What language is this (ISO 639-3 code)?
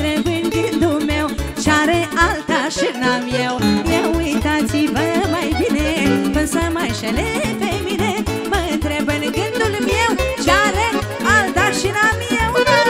ron